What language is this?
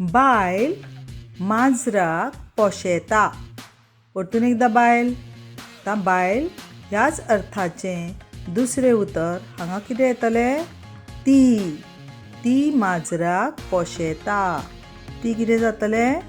Konkani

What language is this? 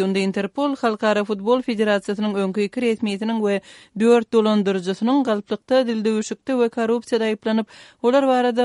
Kyrgyz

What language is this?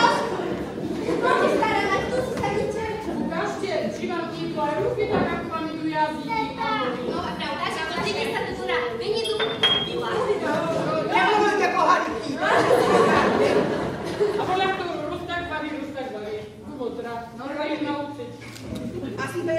Slovak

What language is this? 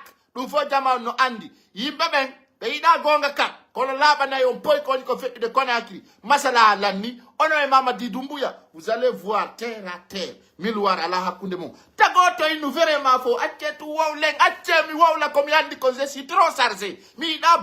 Pular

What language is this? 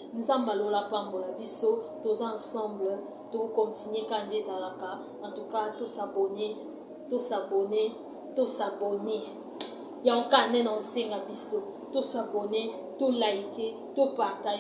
Lingala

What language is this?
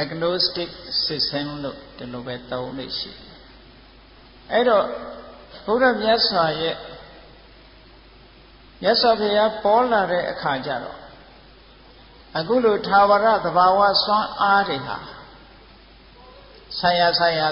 Burmese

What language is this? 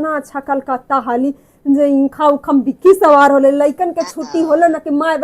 Magahi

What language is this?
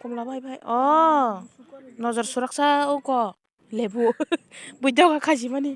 Kok Borok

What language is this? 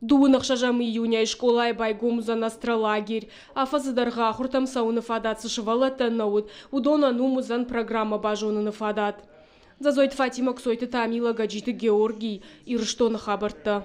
Ossetic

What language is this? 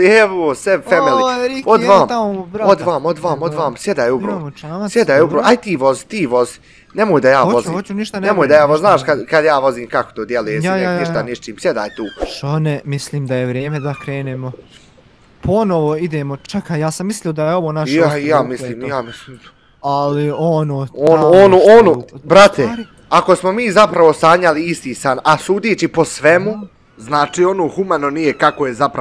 Bosnian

